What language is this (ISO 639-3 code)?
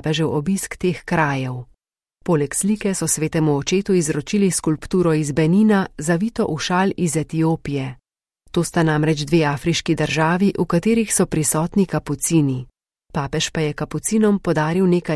slv